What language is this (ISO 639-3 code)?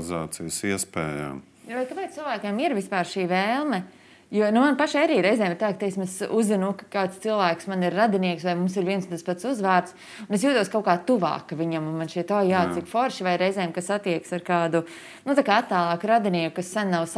lav